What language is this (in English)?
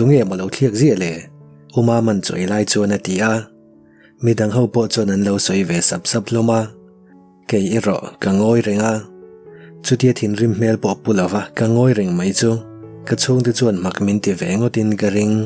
Mizo